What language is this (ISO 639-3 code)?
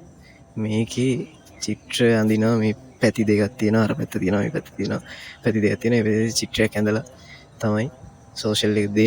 sin